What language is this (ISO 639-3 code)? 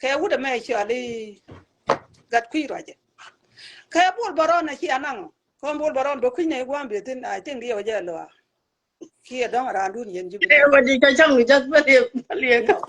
nus